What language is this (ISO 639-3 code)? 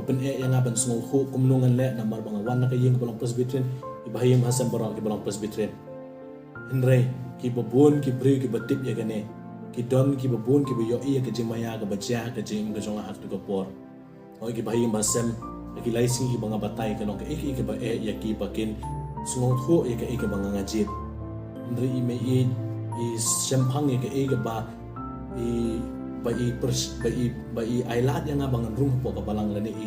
kha